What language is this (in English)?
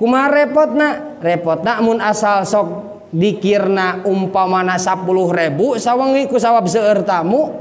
Sundanese